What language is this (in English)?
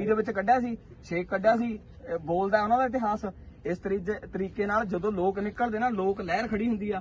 Punjabi